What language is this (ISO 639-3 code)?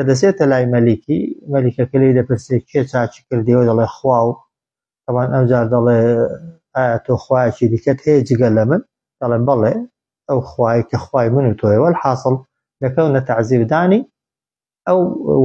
ckb